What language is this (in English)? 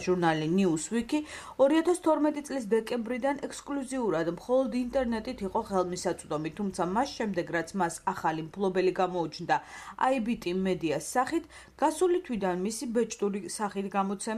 Georgian